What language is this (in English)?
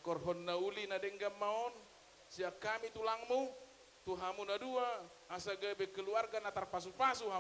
Batak Toba